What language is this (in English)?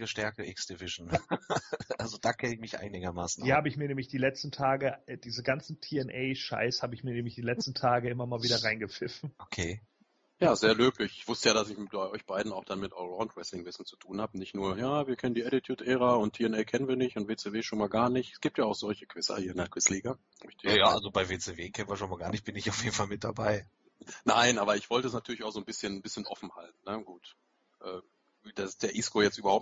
German